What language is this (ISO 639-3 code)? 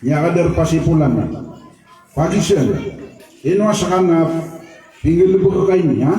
mrw